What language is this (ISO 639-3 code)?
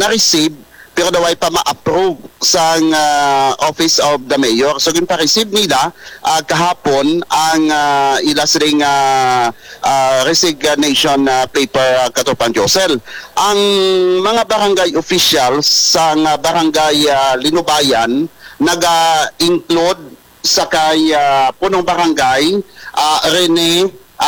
hil